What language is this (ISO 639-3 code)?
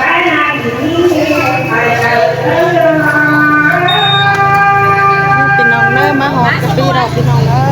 lao